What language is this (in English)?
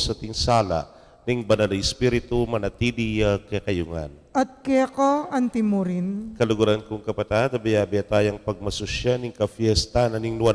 Pampanga